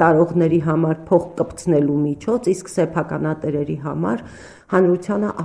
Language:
Armenian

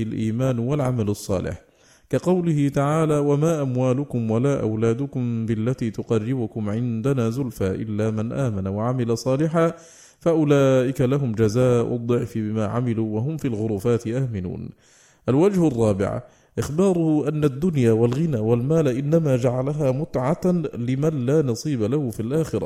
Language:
Arabic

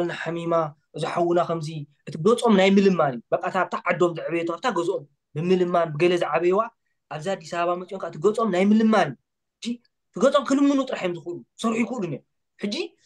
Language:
Tigrinya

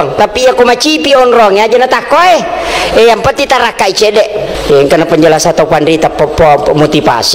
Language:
Buginese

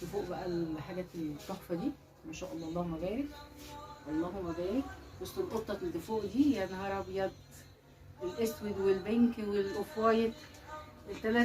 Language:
Egyptian Arabic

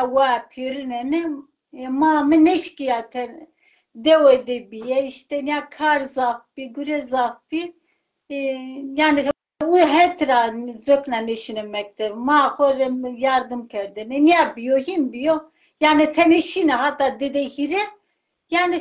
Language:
Zaza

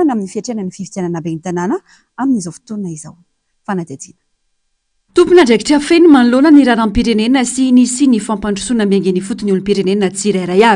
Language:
Malagasy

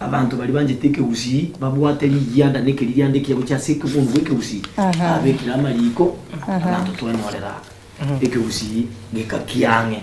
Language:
Gusii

